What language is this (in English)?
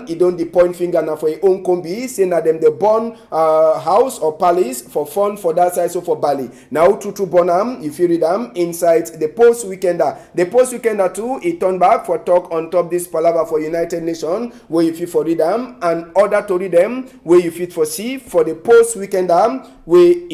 Cameroon Pidgin